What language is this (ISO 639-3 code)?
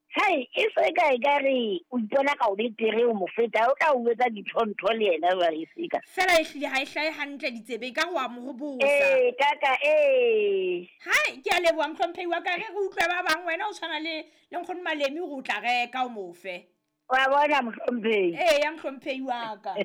sot